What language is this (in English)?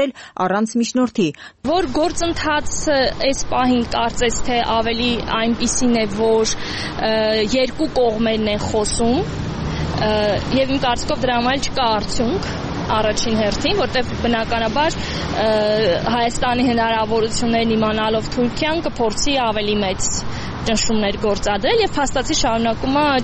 Armenian